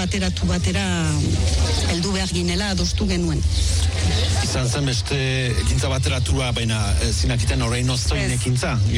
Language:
Basque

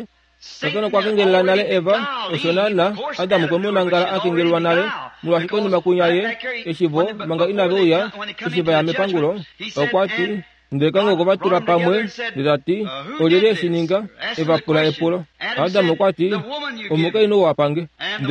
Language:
Kuanyama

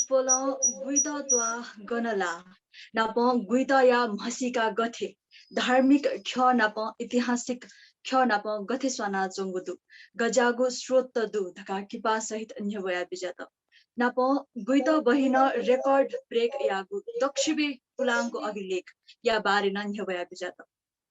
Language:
Newari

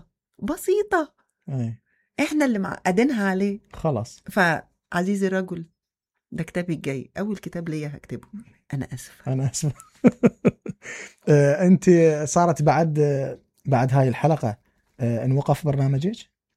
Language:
Mesopotamian Arabic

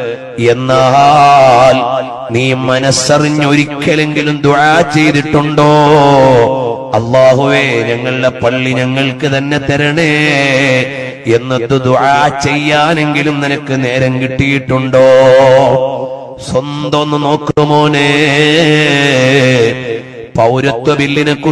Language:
Malayalam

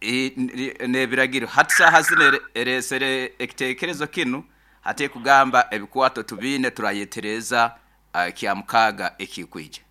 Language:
Nyoro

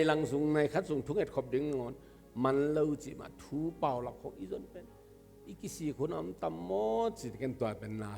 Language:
Tedim Chin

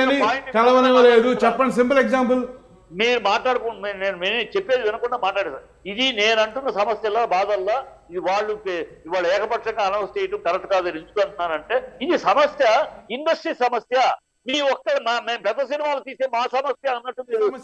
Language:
Telugu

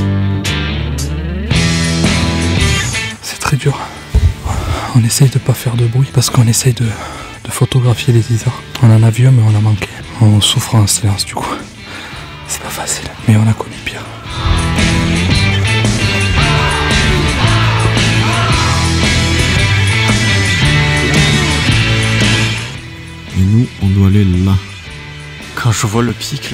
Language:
French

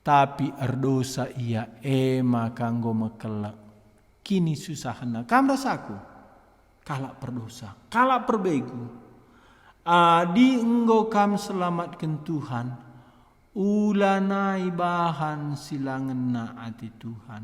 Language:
Batak Karo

